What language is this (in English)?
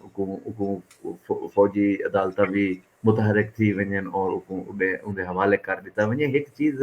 Saraiki